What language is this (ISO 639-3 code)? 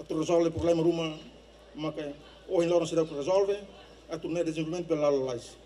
tet